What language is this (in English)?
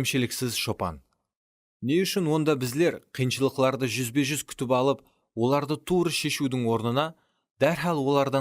Kara-Kalpak